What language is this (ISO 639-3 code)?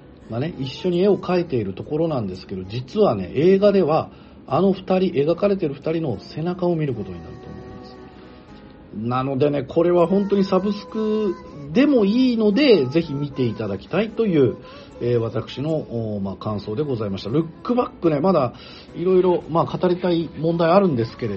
jpn